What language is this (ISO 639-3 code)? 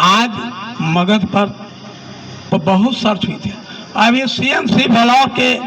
mag